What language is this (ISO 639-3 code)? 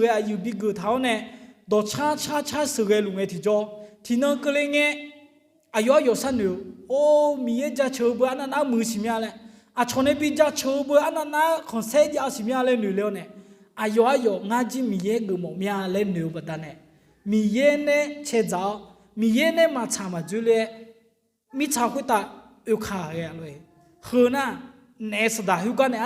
ahk